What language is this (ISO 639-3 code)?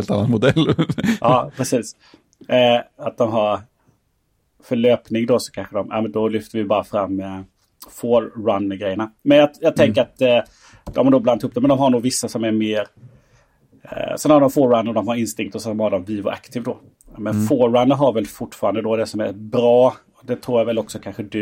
swe